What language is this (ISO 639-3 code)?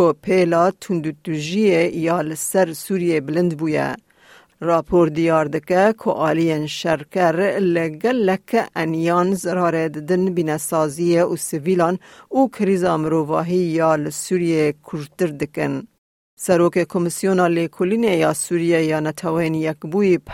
kur